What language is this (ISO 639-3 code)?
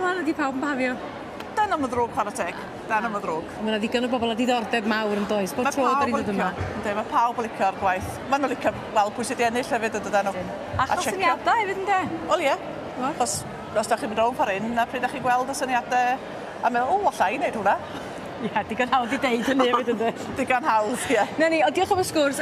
cym